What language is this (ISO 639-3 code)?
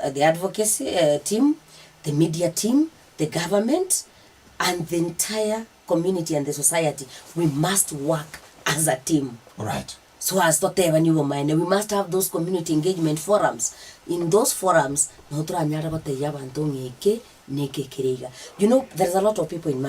guz